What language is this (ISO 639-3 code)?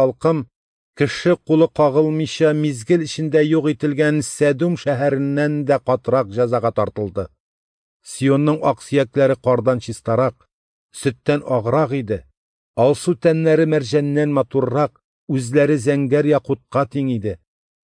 tat